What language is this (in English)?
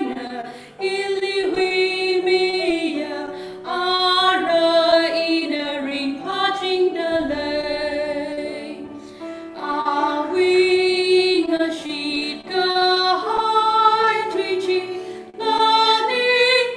Tangkhul Naga (India)